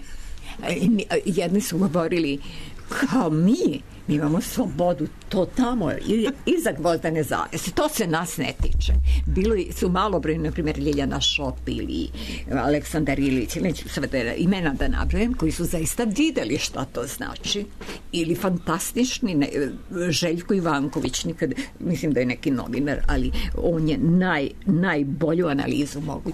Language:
Serbian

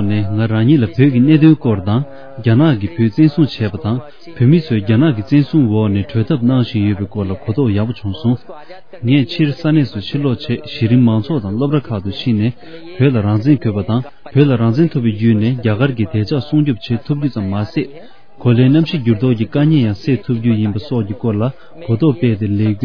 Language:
Tibetan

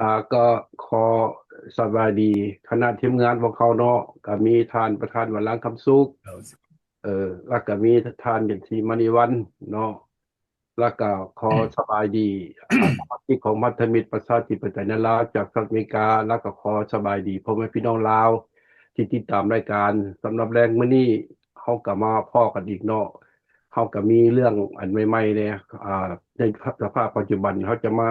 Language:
Lao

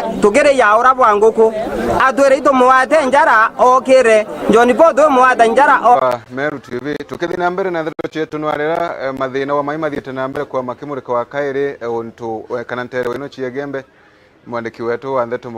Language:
Meru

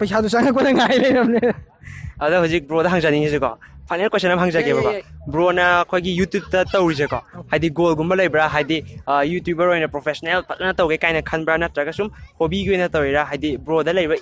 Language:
Manipuri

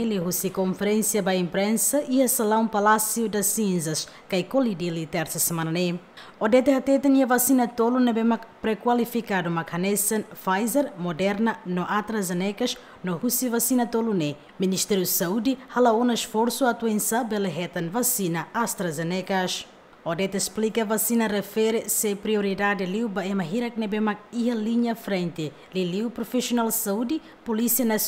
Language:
Tetum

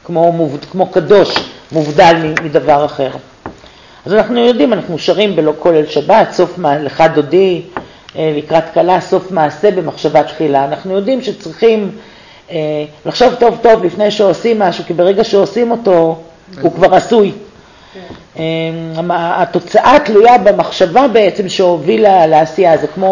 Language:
Hebrew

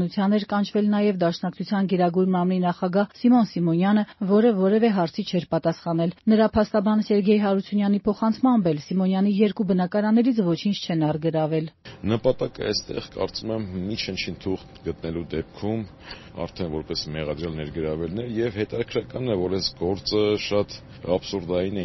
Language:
Armenian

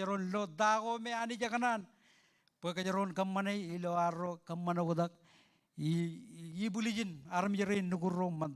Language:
Marshallese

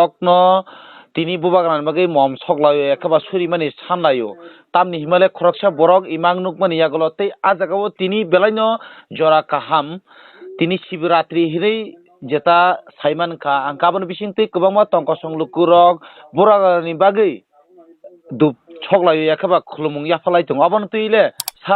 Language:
Kok Borok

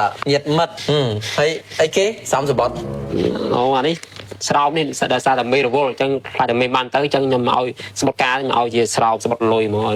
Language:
Khmer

